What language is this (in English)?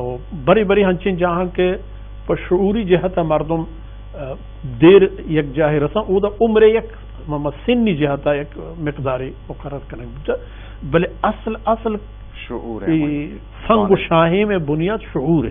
Baluchi